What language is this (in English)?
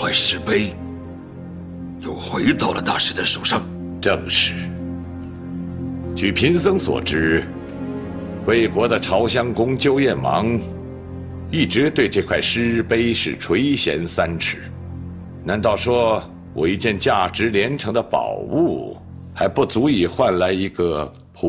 Chinese